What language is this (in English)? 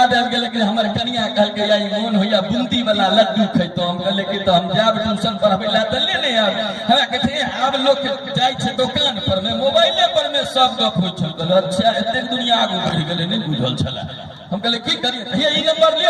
Maithili